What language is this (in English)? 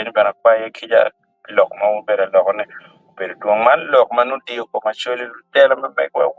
Acoli